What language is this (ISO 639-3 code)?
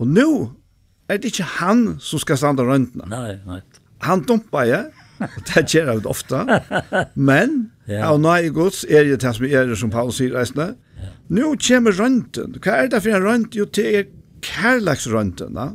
fao